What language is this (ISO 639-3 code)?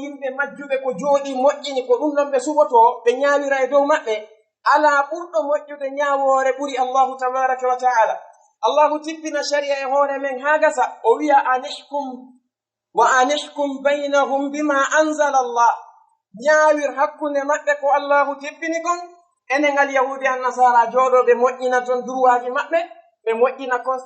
ful